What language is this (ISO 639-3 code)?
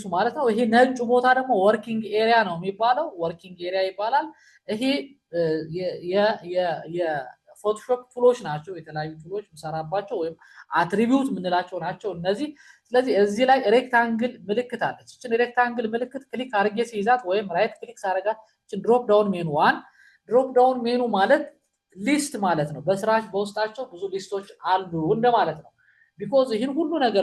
amh